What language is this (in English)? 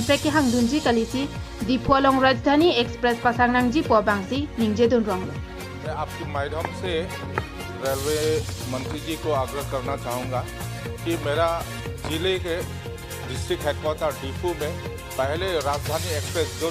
Karbi